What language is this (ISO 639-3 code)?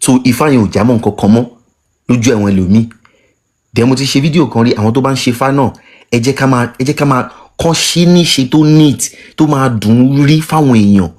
yor